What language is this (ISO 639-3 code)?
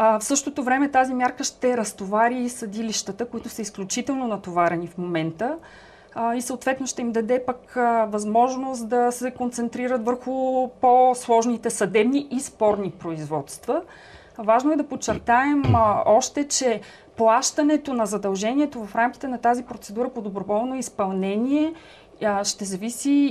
bul